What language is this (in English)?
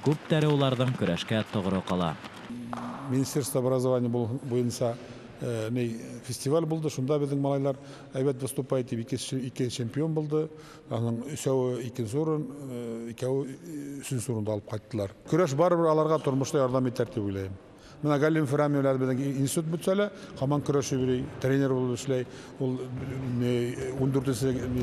Bashkir